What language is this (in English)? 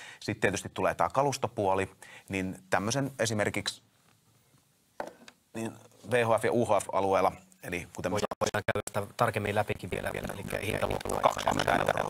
Finnish